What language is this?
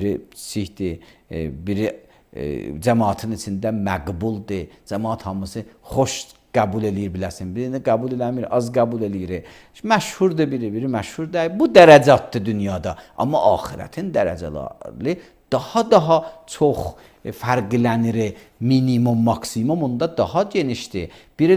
Azerbaijani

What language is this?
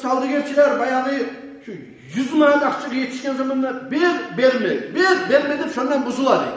Kumyk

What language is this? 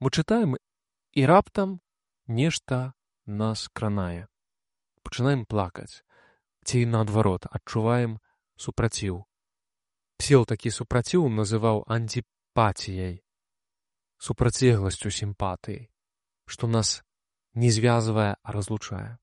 Belarusian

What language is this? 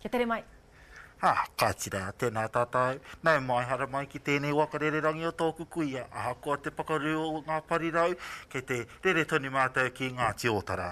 Māori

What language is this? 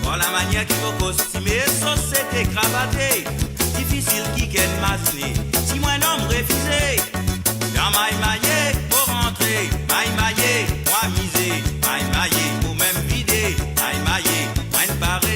Morisyen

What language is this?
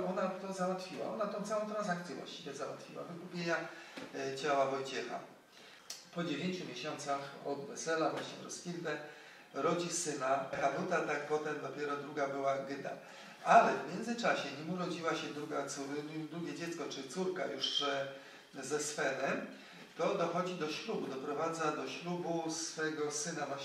Polish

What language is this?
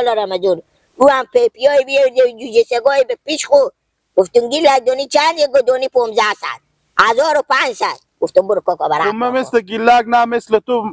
Hazaragi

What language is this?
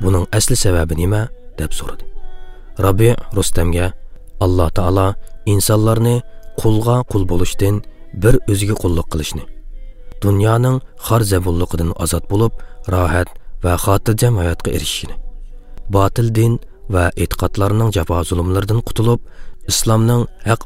Uyghur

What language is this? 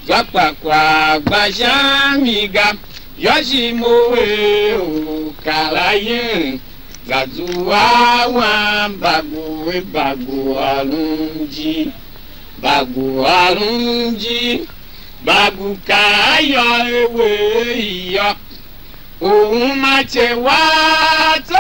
Tiv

